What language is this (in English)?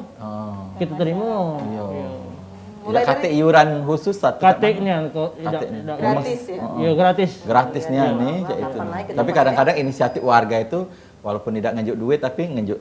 Musi